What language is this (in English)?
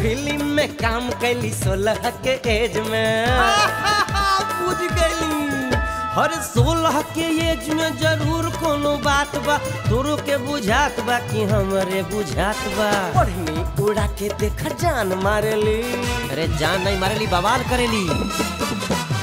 Bhojpuri